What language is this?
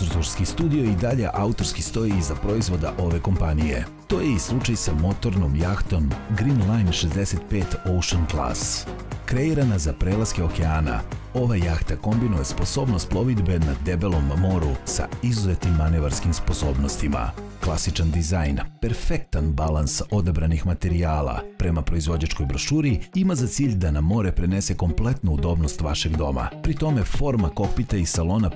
Serbian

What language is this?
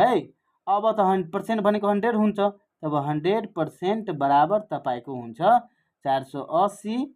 Nepali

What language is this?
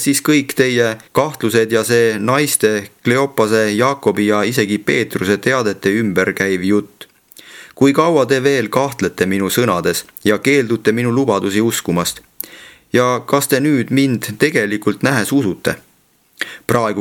Estonian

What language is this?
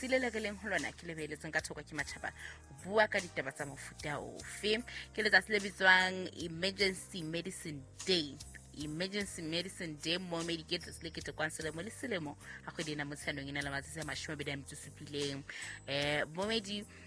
Southern Sotho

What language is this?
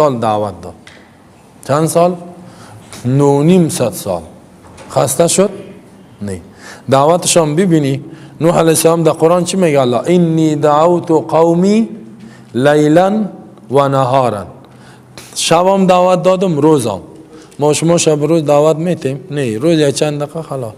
Persian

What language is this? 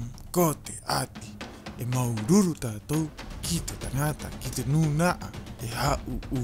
Rapanui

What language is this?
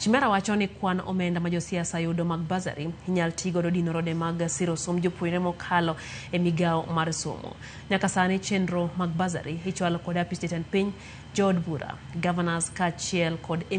Luo (Kenya and Tanzania)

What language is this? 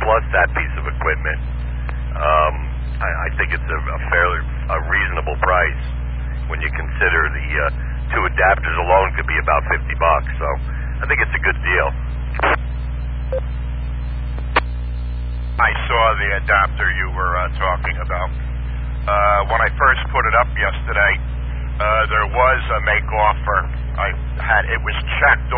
English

